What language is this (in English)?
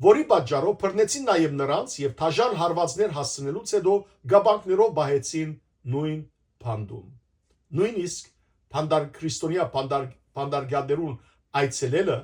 Western Armenian